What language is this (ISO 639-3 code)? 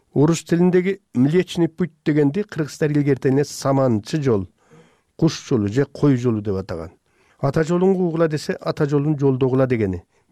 kir